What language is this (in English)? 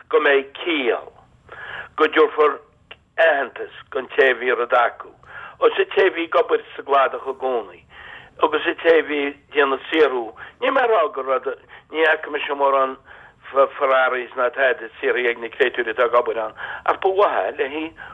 Irish